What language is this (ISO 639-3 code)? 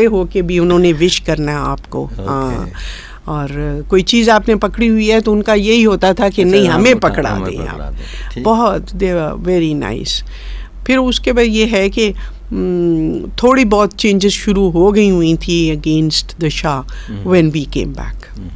urd